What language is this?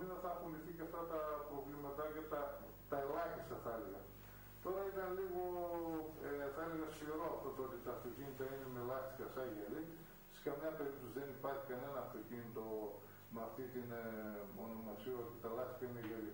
Greek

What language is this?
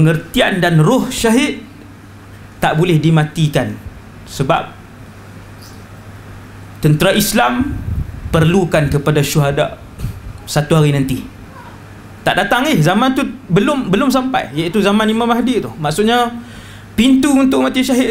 Malay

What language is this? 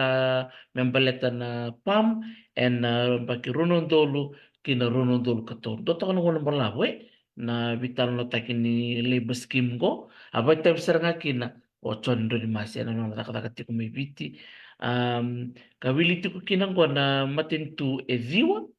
Fijian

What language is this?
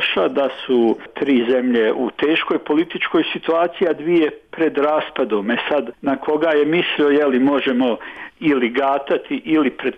Croatian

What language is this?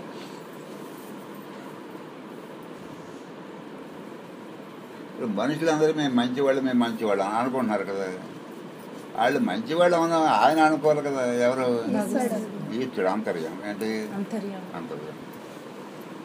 Telugu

